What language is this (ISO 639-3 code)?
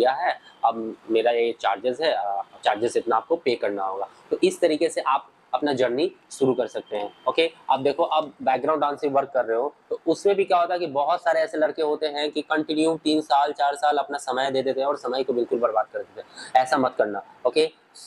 hin